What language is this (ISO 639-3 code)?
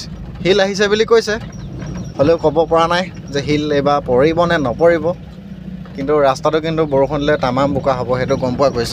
asm